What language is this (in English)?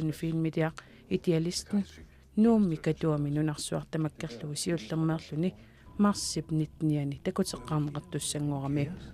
Kalaallisut